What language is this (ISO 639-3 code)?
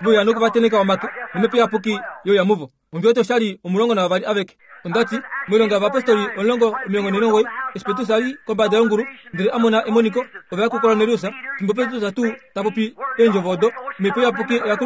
kua